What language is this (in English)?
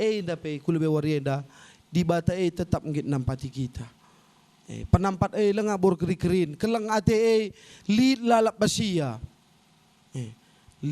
Batak Karo